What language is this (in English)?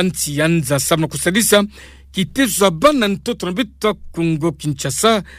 Kituba (Democratic Republic of Congo)